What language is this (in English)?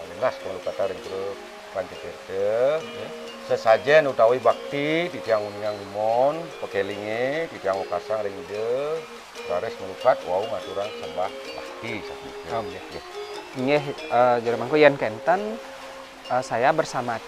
Balinese